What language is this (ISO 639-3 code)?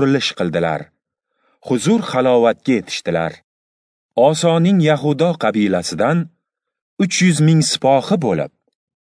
uzb